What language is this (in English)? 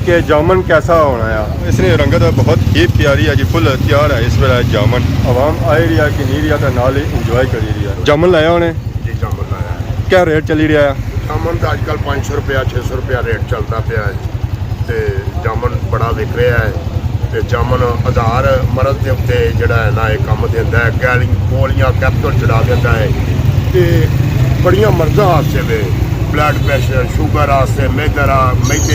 Pahari-Potwari